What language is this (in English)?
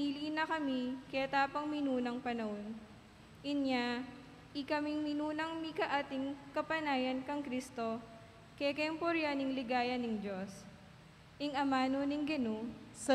Pampanga